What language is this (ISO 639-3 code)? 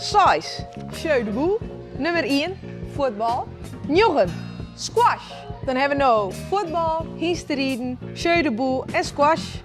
fry